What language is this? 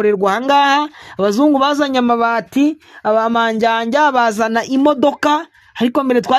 Kinyarwanda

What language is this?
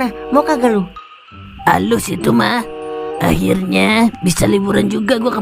Betawi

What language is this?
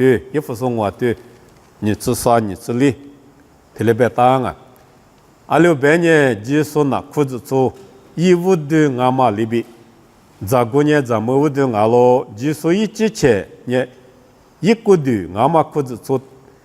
Lisu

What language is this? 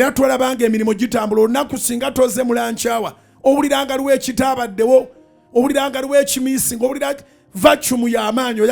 Ganda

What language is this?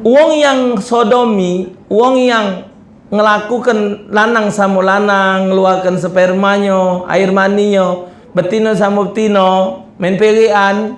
Musi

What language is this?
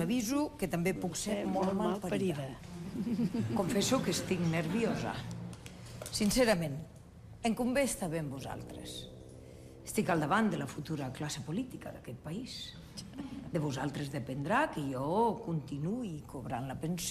Catalan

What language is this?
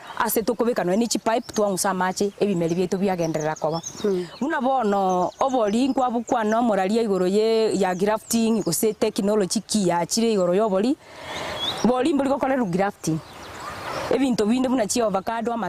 Gusii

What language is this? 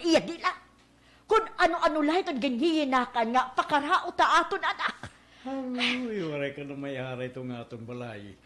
Waray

